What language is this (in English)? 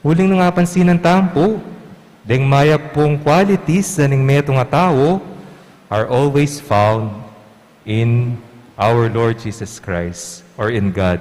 Pampanga